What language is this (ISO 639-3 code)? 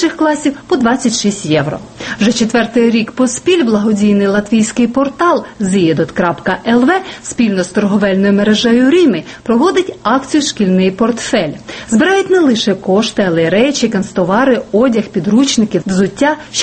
ukr